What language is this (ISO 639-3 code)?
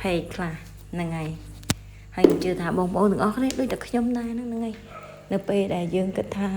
khm